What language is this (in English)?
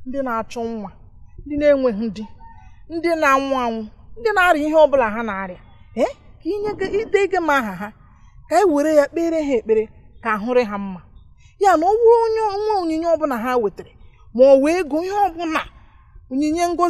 Igbo